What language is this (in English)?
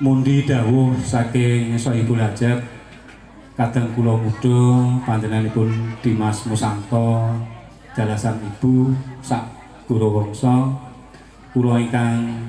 Javanese